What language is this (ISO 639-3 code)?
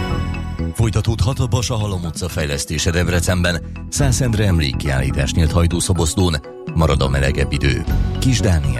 hun